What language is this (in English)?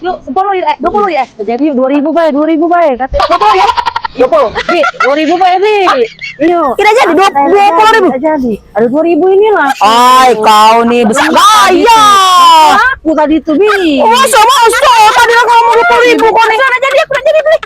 Musi